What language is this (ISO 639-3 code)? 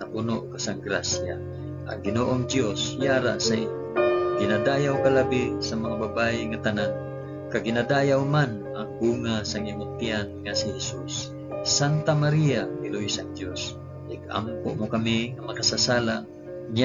hil